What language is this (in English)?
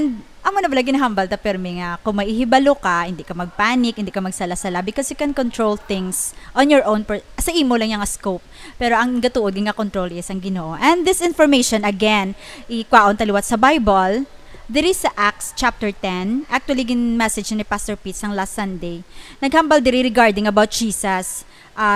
Hiligaynon